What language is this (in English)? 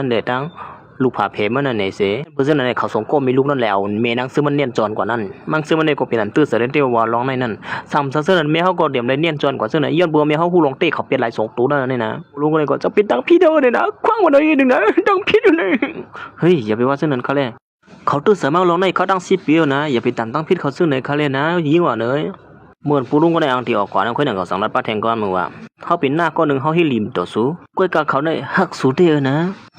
Shan